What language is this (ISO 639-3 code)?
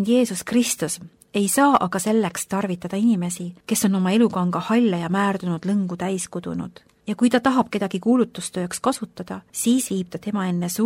est